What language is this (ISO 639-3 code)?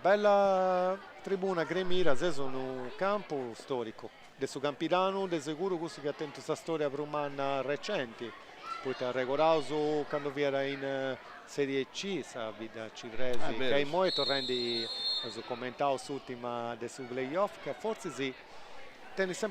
srd